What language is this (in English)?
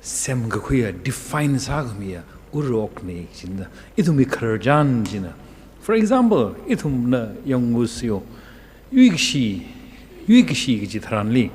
Tangkhul Naga (India)